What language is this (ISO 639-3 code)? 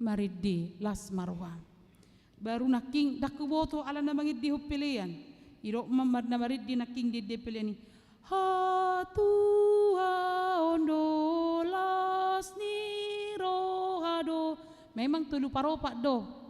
bbc